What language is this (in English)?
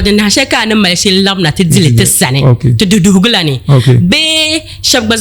Dagbani